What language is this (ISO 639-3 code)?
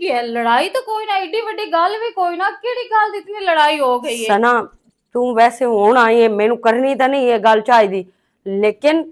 lah